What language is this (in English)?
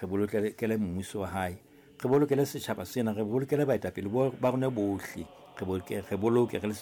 Southern Sotho